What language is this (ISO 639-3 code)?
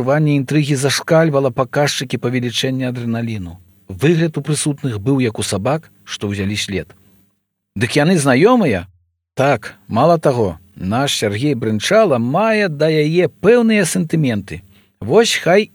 bel